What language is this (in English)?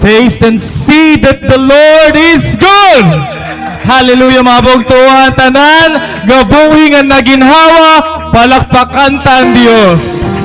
Waray